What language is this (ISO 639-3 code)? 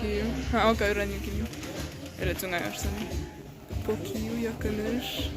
che